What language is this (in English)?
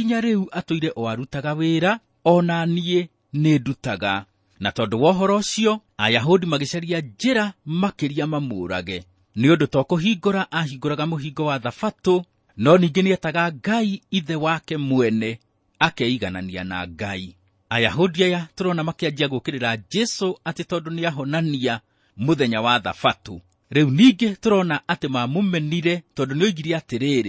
Kikuyu